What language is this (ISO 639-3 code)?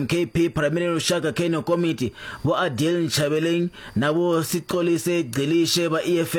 ven